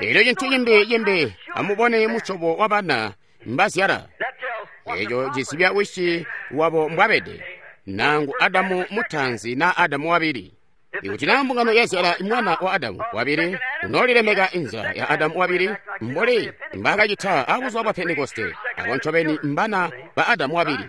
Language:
Tonga (Zambia)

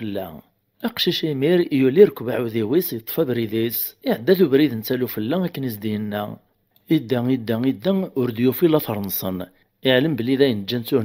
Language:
Kabyle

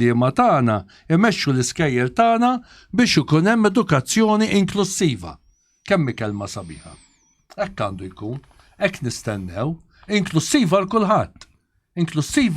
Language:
Maltese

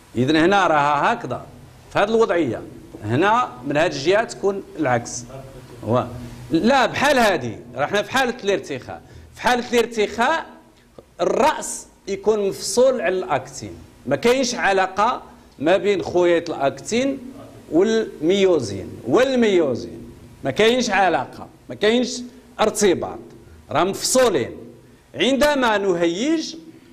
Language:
Moroccan Arabic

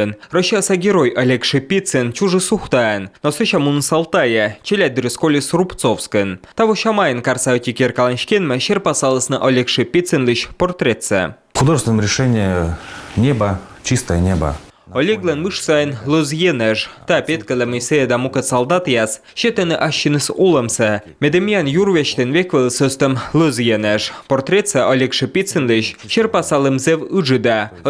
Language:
Komi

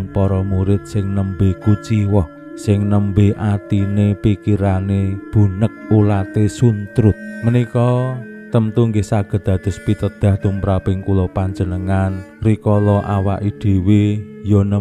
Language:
Javanese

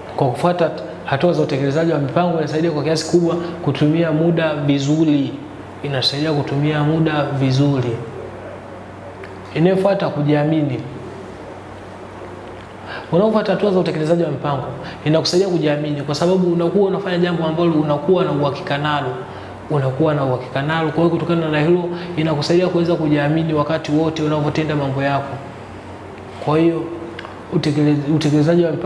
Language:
Swahili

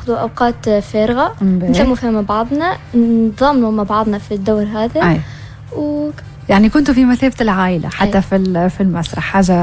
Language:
Tunisian Arabic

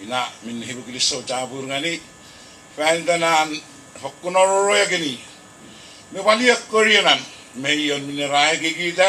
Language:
Puluwatese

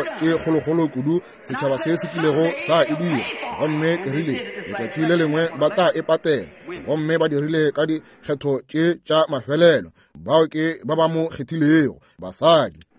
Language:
Northern Sotho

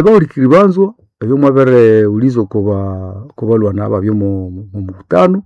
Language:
Nande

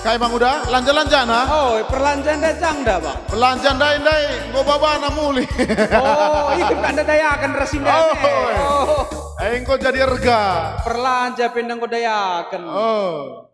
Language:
Batak Karo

